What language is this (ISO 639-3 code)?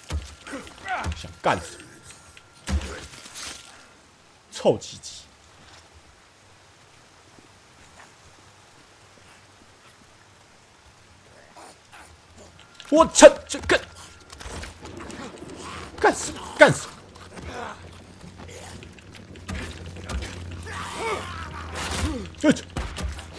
zho